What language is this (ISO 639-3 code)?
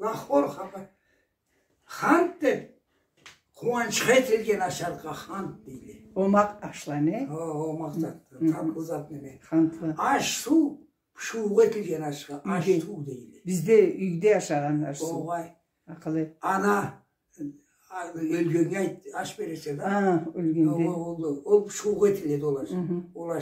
krc